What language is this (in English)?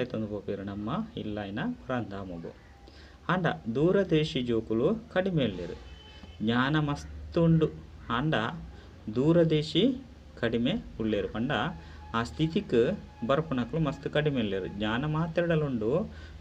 Tulu